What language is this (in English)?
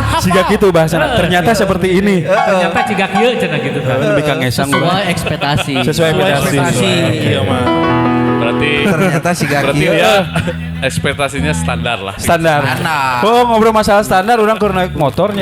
Sundanese